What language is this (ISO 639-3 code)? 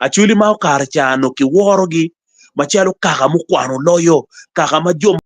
ach